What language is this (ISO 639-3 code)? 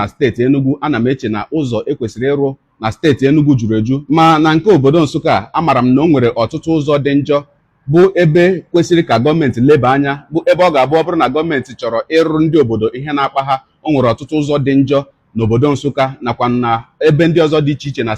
ibo